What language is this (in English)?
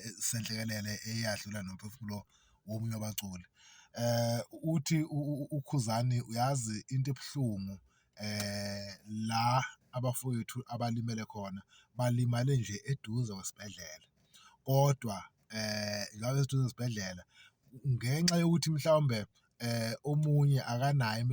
Zulu